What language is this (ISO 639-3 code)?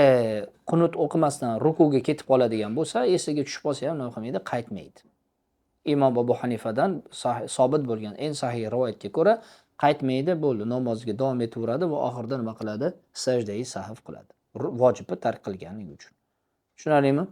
uzb